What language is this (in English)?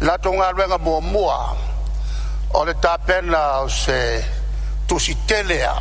Samoan